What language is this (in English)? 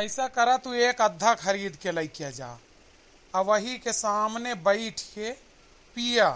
Awadhi